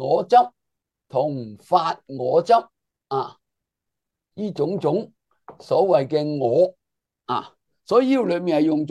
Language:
Cantonese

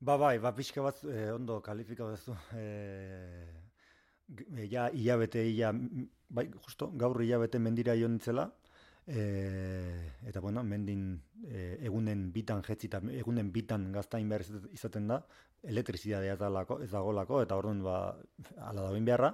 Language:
Basque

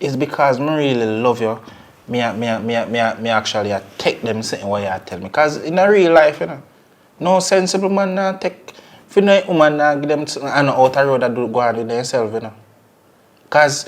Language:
Jamaican Creole English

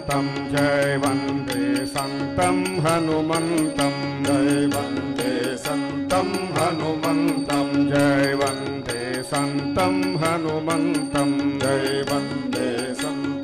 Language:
Telugu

